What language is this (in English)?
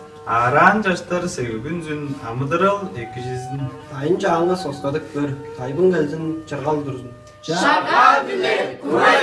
Tuvinian